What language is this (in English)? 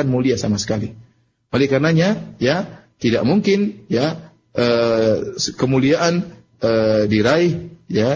Indonesian